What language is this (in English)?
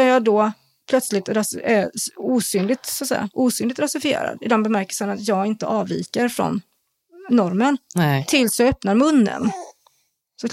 Swedish